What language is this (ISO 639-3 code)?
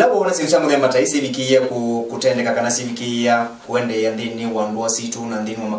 kam